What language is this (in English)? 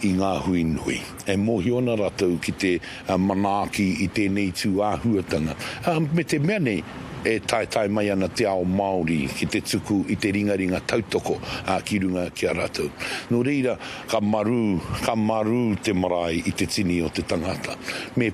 Māori